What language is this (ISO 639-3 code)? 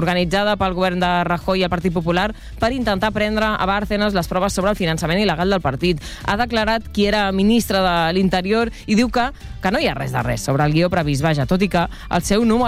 cat